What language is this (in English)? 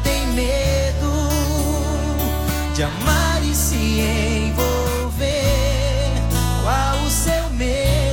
Portuguese